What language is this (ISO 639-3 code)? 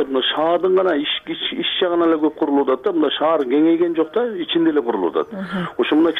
kir